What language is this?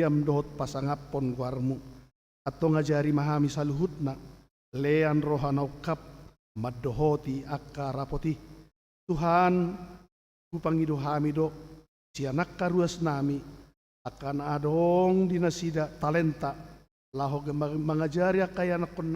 Batak Toba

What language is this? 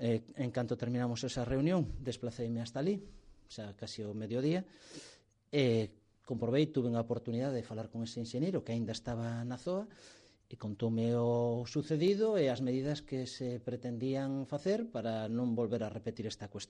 Galician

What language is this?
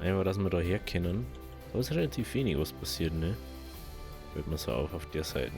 Bavarian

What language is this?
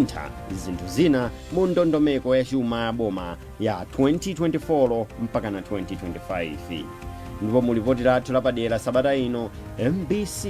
Nyanja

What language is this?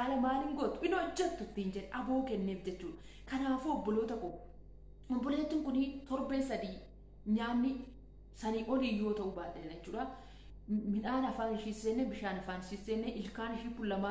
Oromo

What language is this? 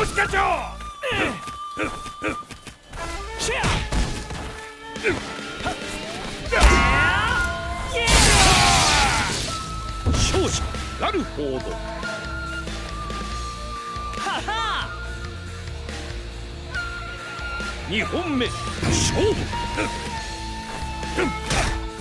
Japanese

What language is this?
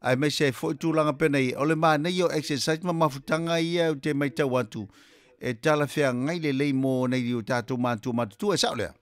Samoan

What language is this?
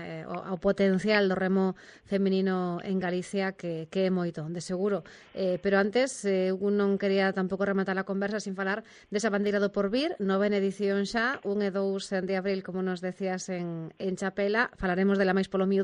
Galician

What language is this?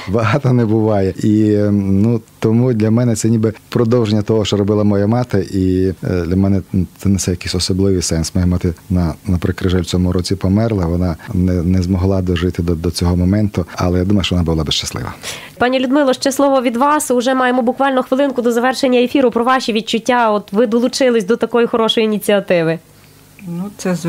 Ukrainian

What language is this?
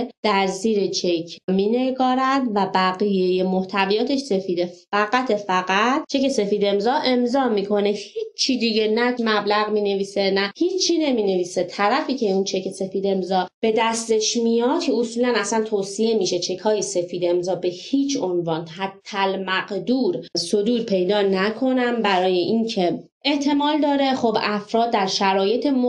Persian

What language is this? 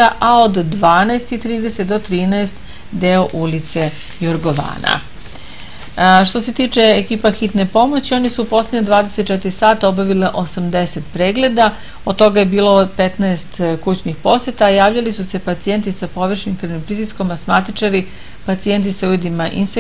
Serbian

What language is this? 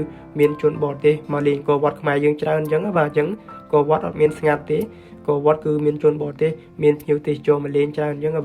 Khmer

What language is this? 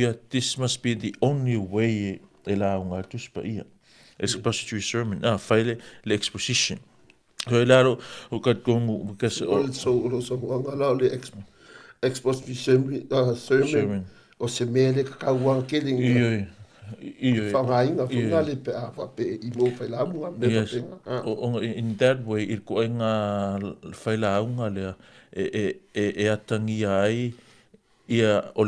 Samoan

